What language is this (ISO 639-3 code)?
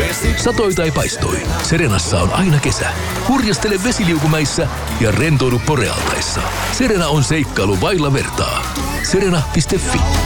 fin